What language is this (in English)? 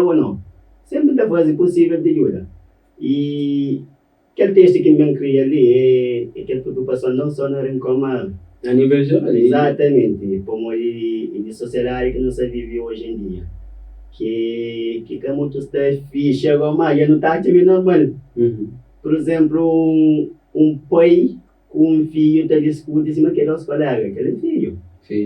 Kabuverdianu